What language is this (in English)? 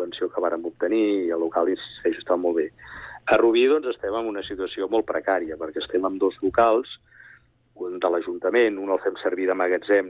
Catalan